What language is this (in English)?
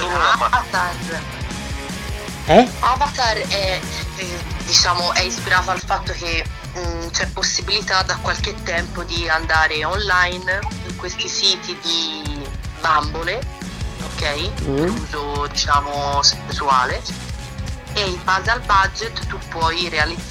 Italian